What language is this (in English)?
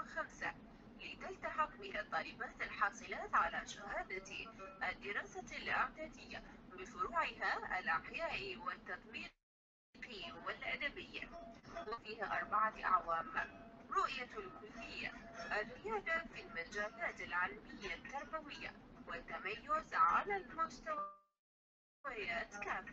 Arabic